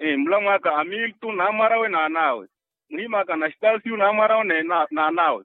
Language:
Makhuwa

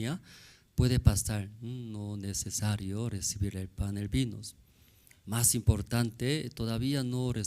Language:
Aymara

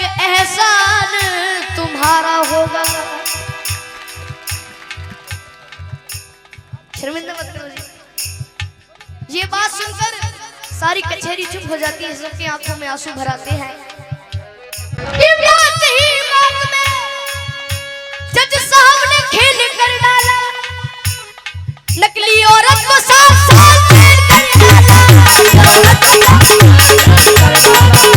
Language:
Hindi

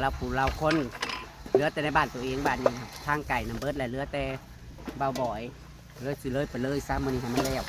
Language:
Northeastern Thai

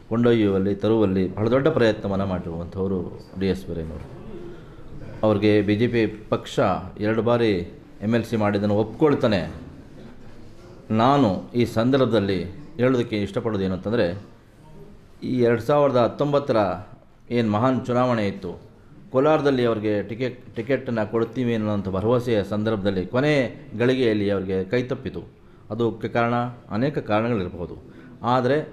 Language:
Kannada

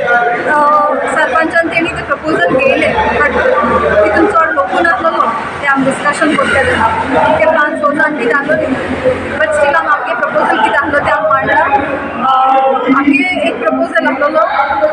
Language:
Konkani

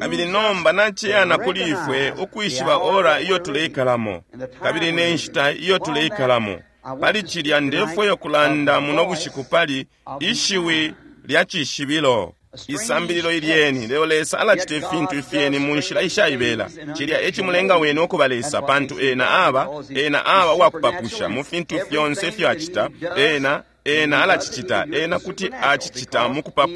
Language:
Bemba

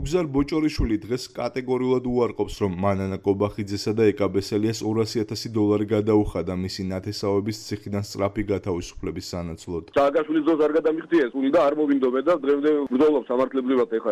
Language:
Georgian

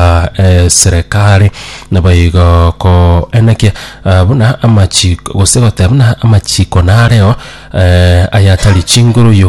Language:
Gusii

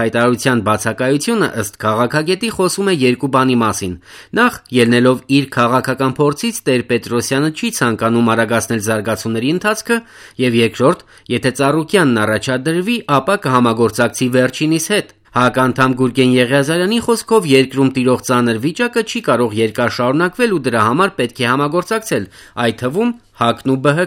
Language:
Armenian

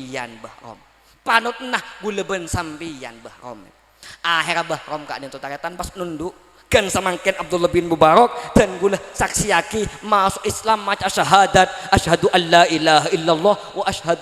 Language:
Madurese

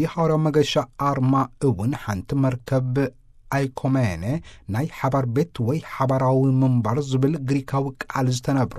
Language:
Tigrinya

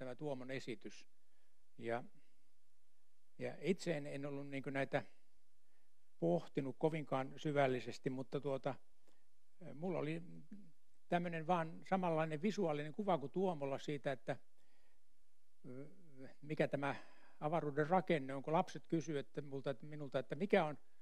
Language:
Finnish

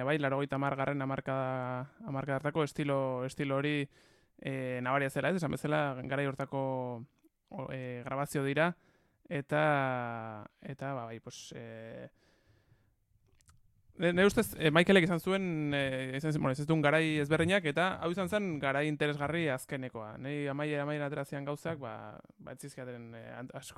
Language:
Basque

